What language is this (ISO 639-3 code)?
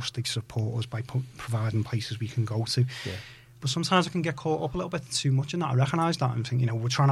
eng